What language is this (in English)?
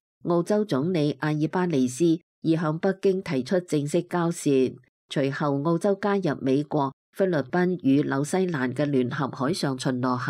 Cantonese